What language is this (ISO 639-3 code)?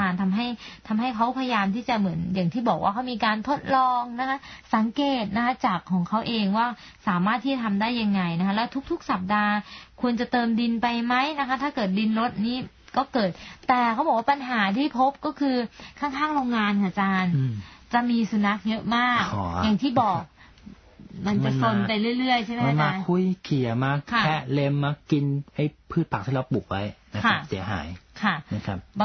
tha